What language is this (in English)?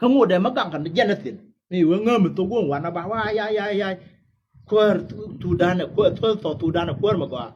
Nuer